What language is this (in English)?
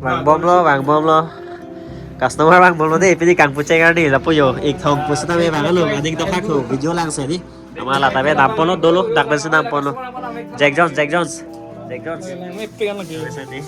Karbi